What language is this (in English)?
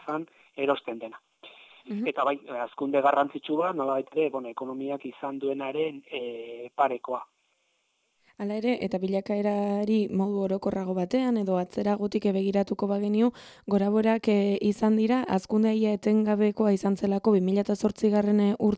Basque